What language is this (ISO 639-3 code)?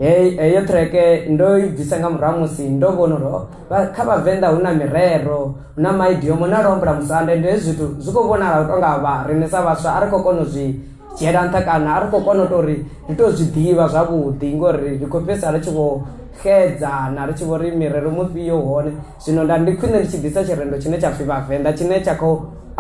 ven